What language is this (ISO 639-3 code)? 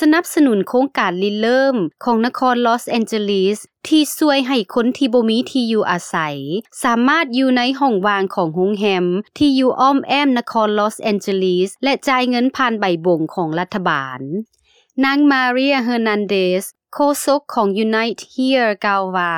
lao